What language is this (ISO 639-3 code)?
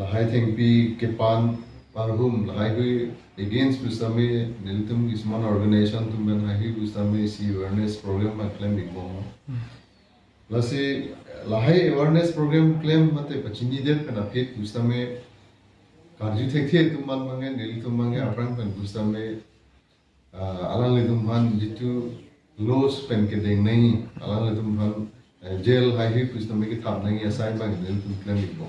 mjw